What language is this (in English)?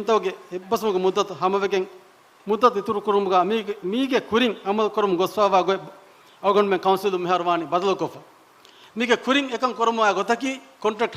Divehi